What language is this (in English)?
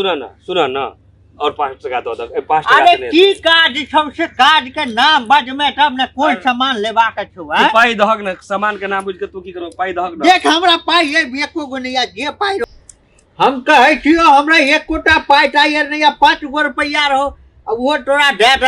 Maithili